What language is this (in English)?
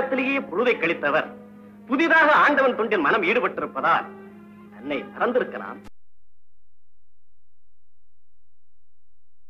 Tamil